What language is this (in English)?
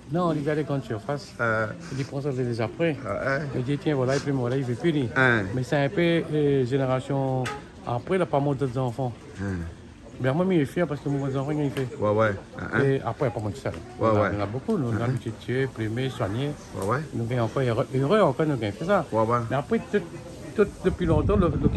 Réunion Creole French